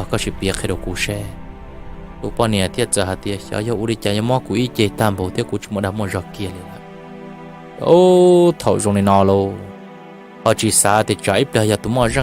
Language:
Hmong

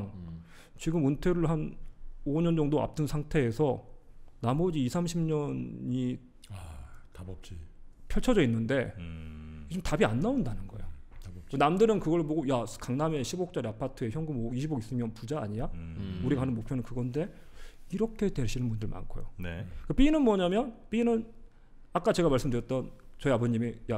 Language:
Korean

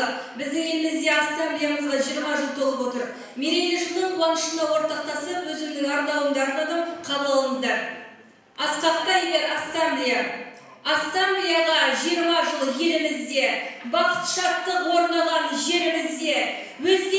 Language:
Kazakh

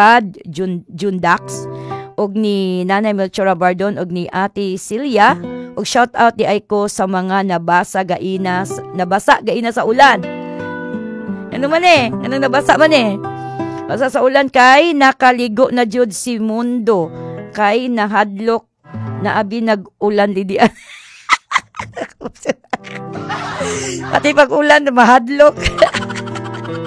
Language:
Cebuano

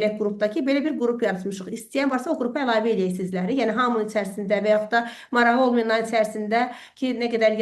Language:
Azerbaijani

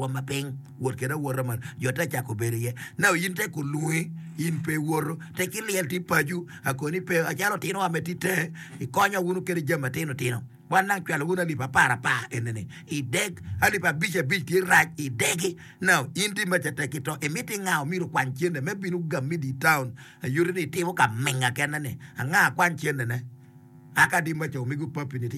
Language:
Acoli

